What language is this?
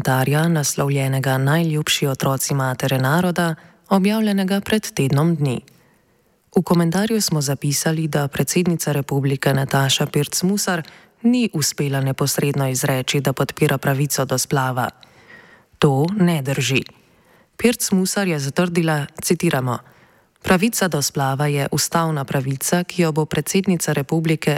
Slovenian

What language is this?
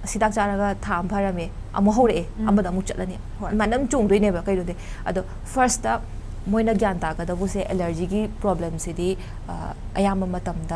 Manipuri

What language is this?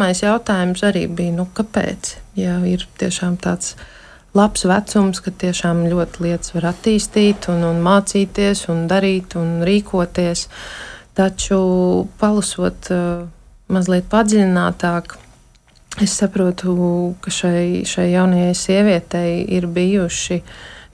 Latvian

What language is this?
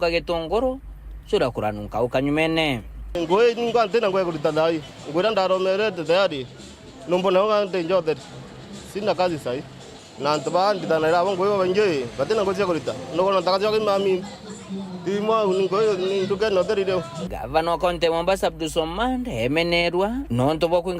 Meru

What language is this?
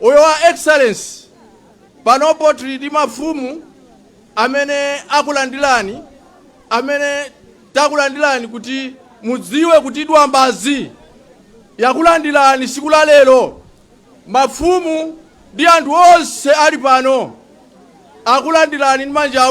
Nyanja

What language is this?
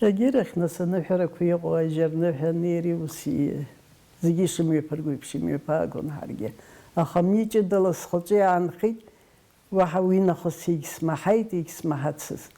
Abkhazian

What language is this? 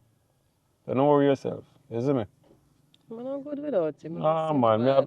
Jamaican Creole English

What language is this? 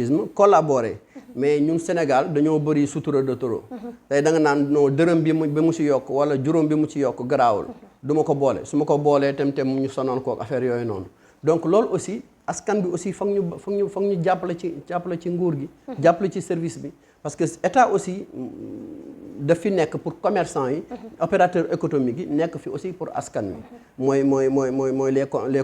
Wolof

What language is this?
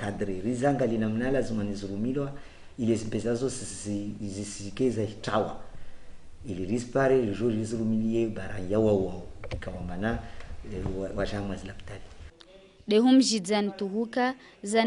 Ngazidja Comorian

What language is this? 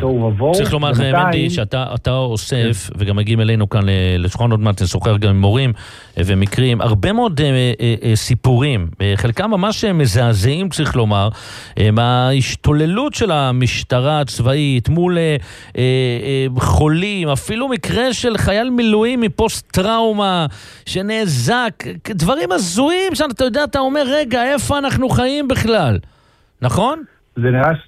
Hebrew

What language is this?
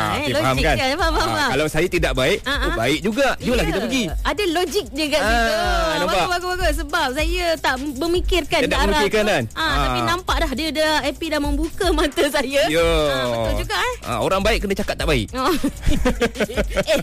Malay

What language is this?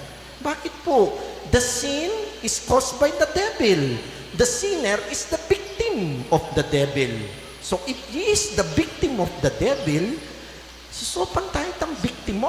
Pampanga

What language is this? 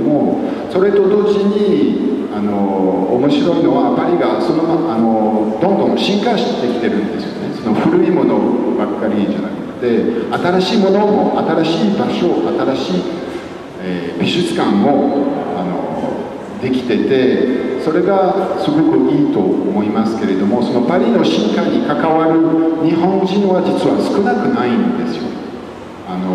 Japanese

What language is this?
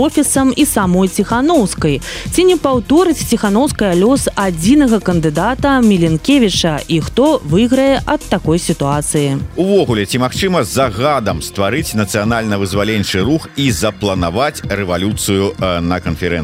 Belarusian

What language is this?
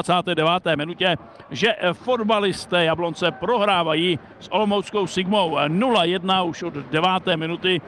Czech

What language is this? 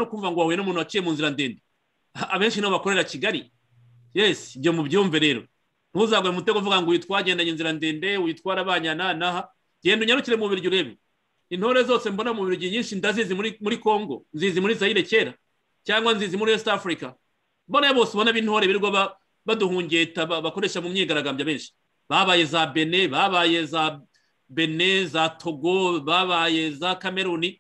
Kinyarwanda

